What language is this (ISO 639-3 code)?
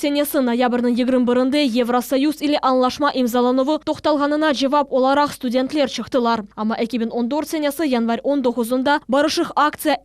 crh